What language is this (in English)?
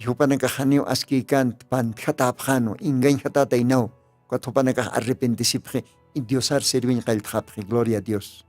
Aymara